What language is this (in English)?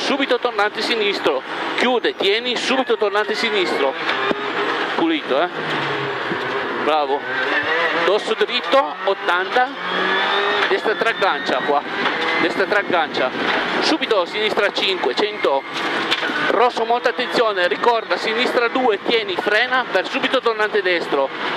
Italian